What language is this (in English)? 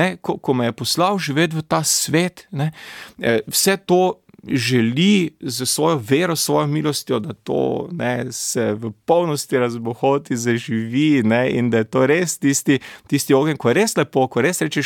Slovenian